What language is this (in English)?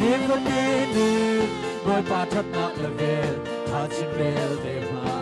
Hakha Chin